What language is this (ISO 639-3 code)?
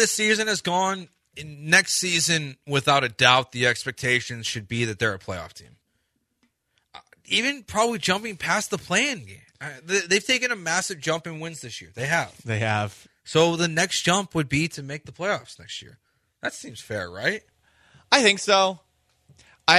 eng